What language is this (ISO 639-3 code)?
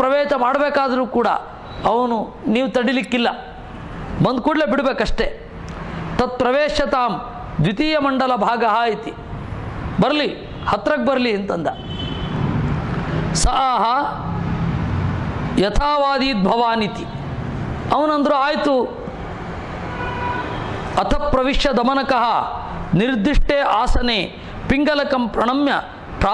kan